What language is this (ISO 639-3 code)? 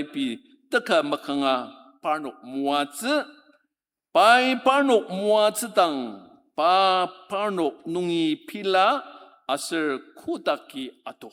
njo